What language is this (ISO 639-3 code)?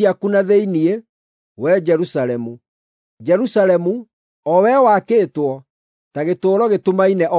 kik